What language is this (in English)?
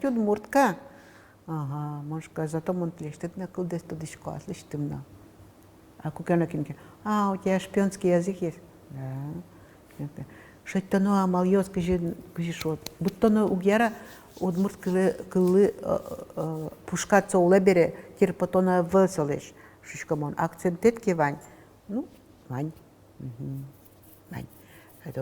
Udmurt